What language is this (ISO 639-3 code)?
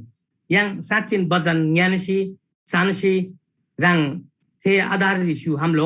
taj